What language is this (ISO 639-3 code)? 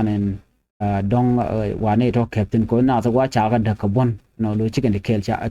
nus